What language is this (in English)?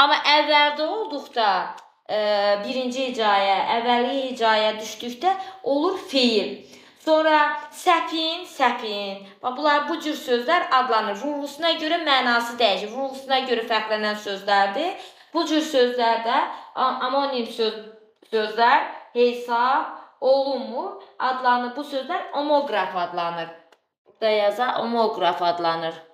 Azerbaijani